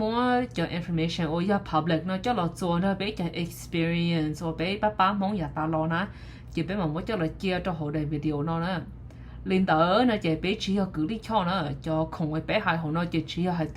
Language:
Hmong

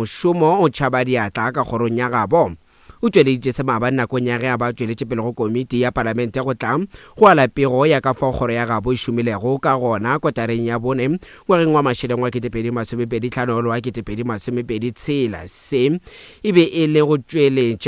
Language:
Northern Sotho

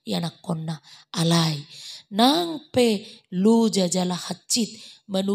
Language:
Batak Toba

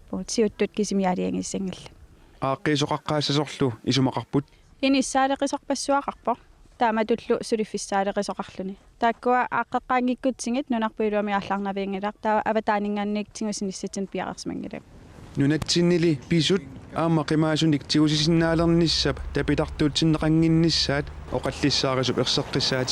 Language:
Kalaallisut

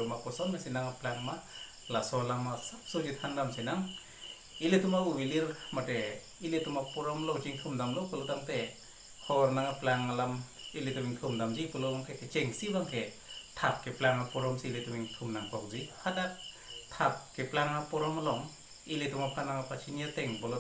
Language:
Karbi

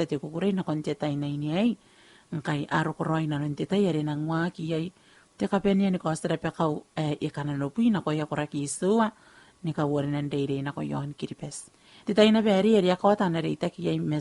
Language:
Gilbertese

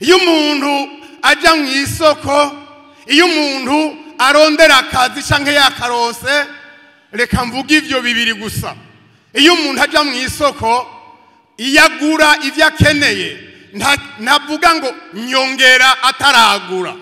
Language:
Rundi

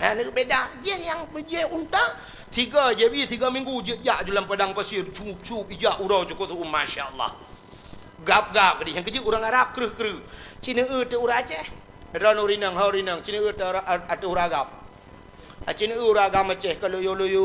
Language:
Achinese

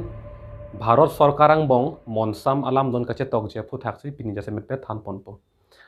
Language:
Karbi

